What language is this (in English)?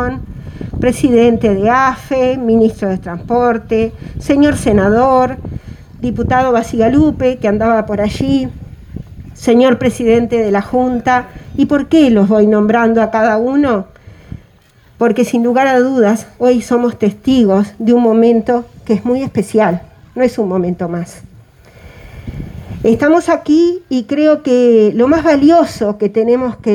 Spanish